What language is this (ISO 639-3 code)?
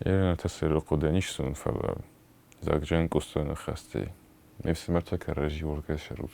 oss